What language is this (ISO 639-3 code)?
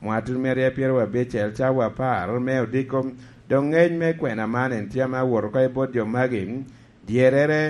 laj